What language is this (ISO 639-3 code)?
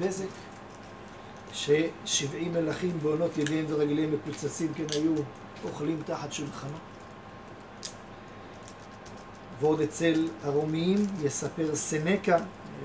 heb